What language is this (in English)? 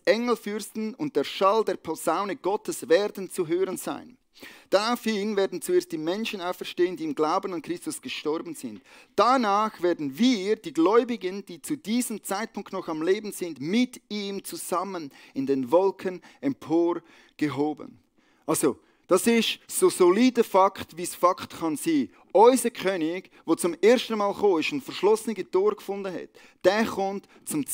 Swiss German